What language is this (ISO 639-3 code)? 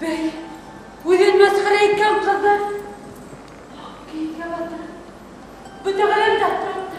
bak